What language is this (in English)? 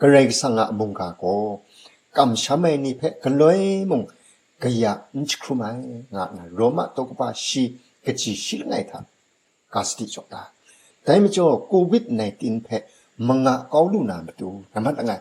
Kachin